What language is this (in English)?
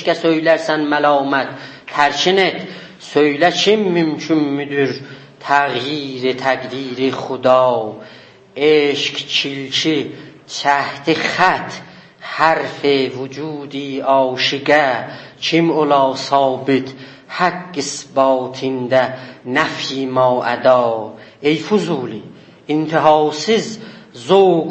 South Azerbaijani